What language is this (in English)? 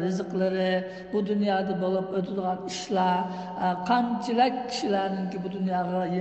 Uyghur